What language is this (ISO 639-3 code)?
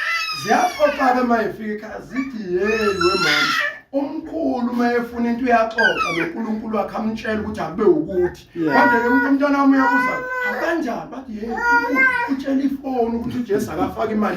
zul